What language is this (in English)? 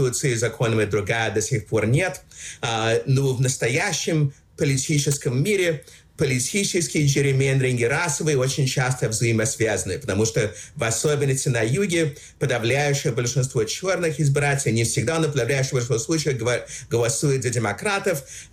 Russian